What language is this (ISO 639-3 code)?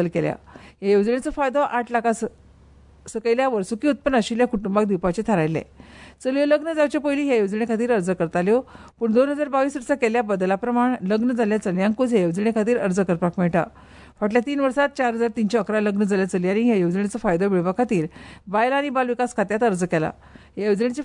kok